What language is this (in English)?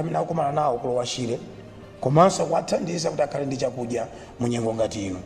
Nyanja